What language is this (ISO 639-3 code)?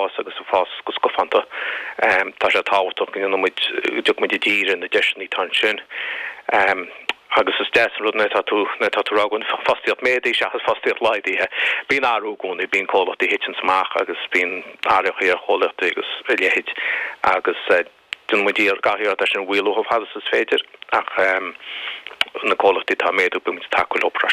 gle